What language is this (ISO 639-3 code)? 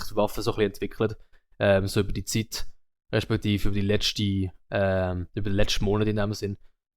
gsw